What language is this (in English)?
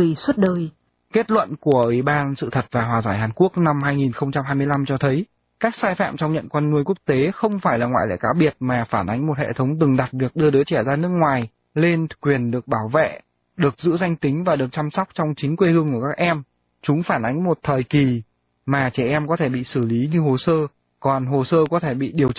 Vietnamese